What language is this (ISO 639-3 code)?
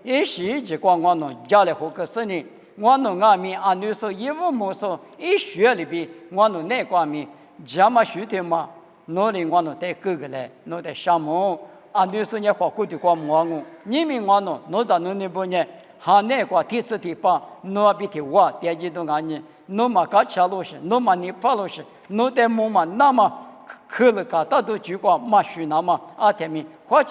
lis